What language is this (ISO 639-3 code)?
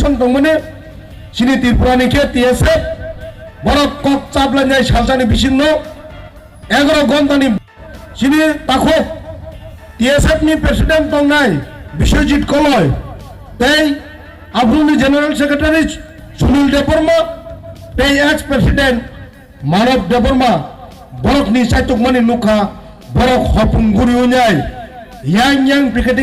trp